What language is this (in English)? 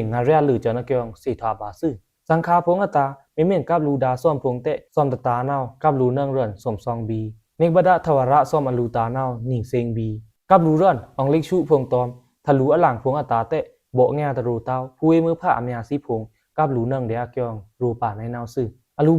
Pa'o Karen